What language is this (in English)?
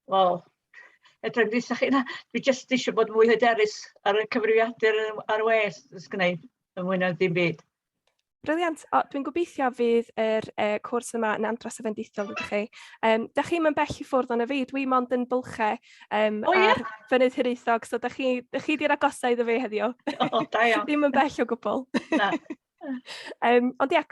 Welsh